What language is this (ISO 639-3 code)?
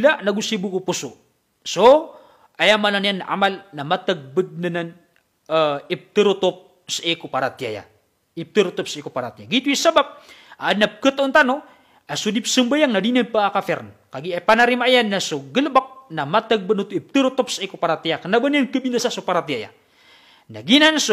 mrw